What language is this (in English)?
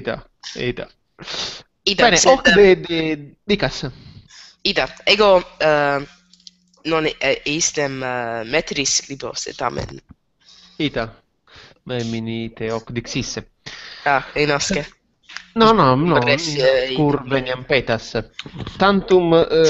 Latin